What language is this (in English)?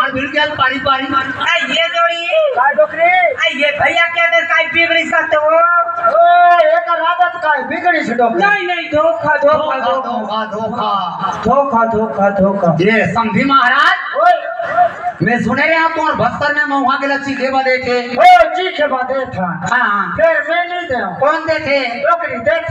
Chhattisgarhi